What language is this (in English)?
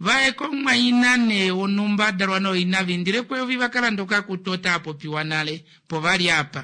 Kuanyama